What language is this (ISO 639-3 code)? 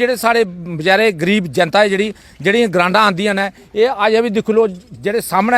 doi